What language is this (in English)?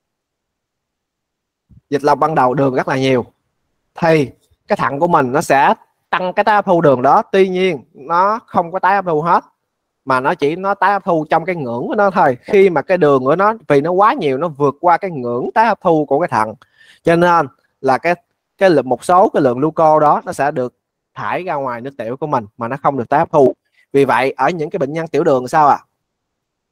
Vietnamese